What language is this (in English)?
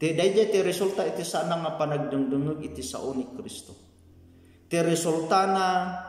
Iloko